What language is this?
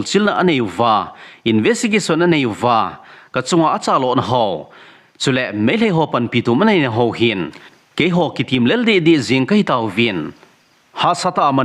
Thado Chin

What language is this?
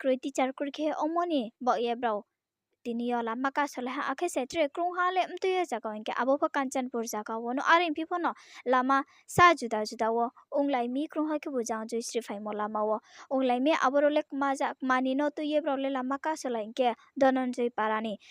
Riang (India)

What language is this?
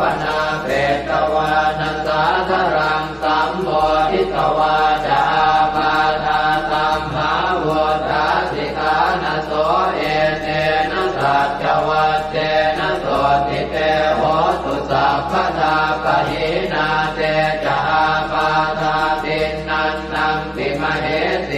Pali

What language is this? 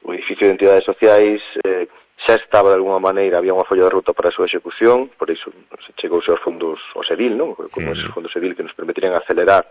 Galician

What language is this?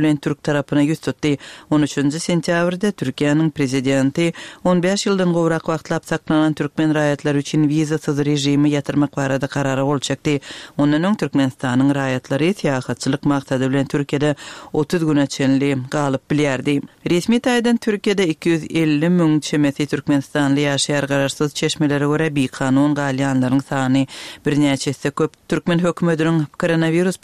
Turkmen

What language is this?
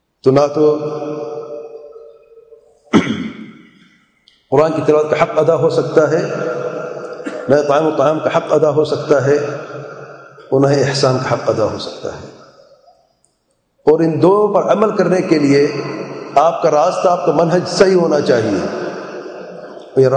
Urdu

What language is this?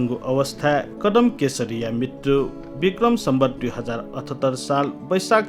Newari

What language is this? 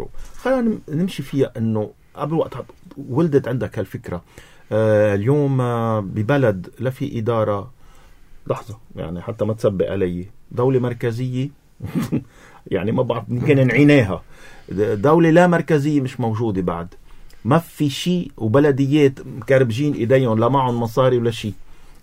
North Levantine Arabic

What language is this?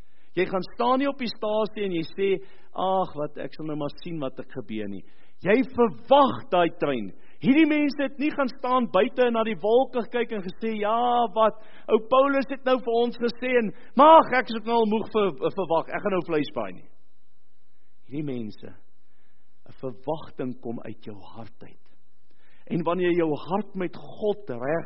Afrikaans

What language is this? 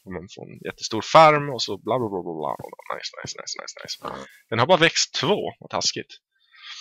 Swedish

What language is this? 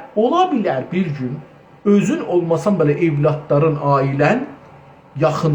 South Azerbaijani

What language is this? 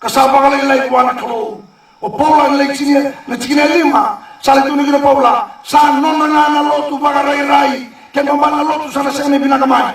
Fijian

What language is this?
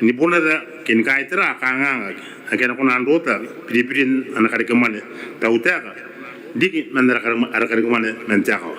Gilbertese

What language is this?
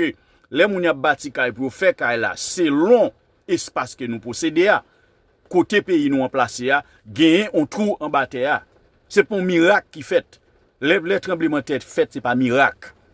Haitian Creole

